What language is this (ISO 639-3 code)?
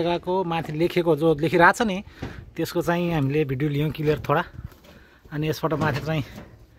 nep